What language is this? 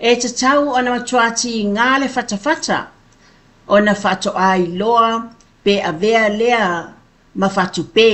Samoan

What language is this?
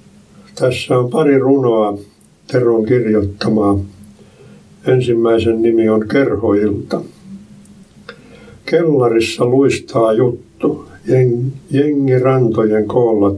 Finnish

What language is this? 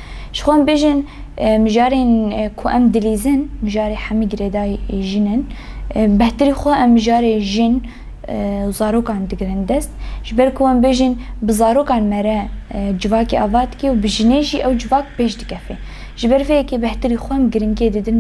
Kurdish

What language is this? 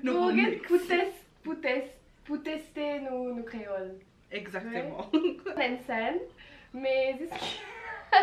Morisyen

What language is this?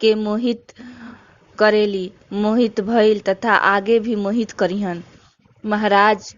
Bhojpuri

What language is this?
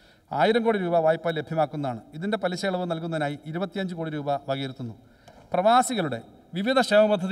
Malayalam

